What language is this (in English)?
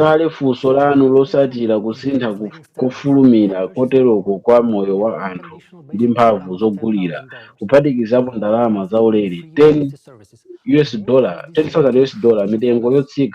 Nyanja